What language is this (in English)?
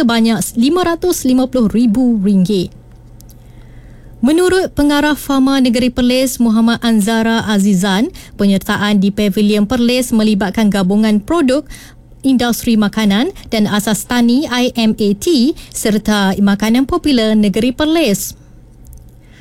Malay